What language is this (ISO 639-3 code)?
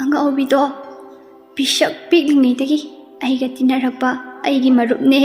mni